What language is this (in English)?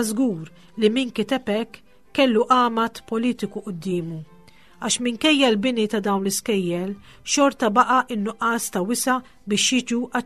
Maltese